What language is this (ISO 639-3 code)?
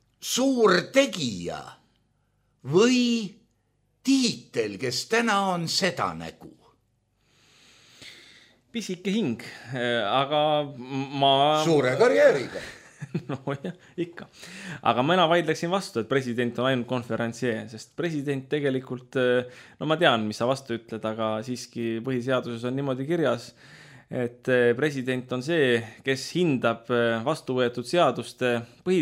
est